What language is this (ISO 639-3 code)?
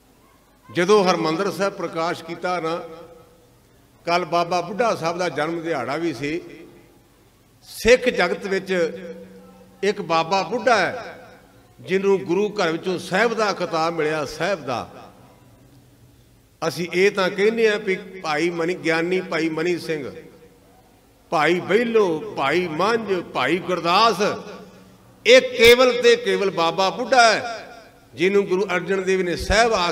pan